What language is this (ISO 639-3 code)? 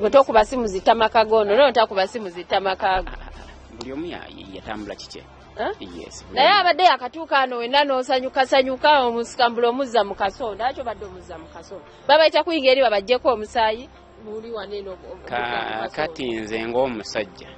lug